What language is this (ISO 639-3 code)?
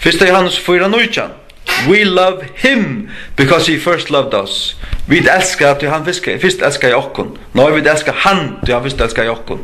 fao